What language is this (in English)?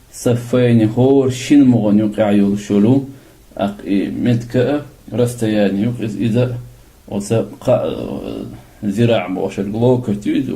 Chechen